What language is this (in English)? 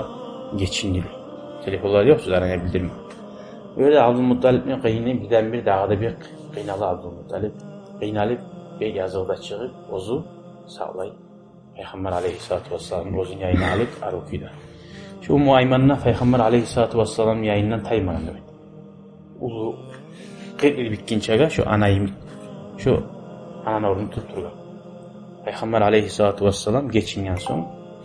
Kumyk